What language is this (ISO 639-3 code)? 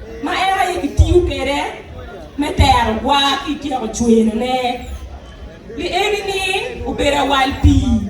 ach